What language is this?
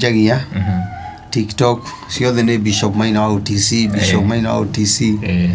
Kikuyu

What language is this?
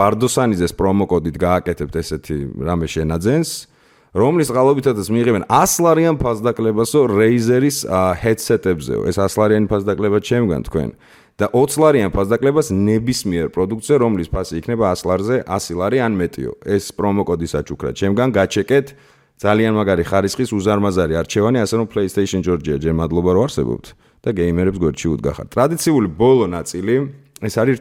Georgian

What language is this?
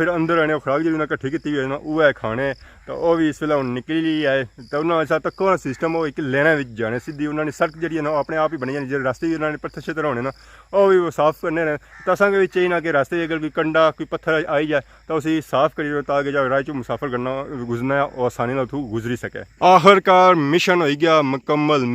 Pahari-Potwari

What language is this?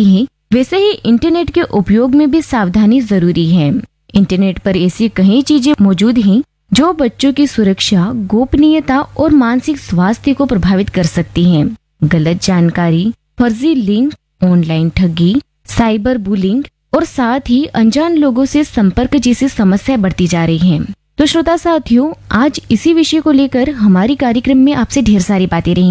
Hindi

